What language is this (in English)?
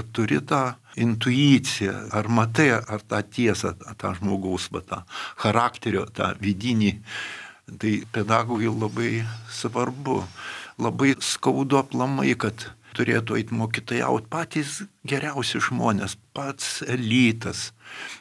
Lithuanian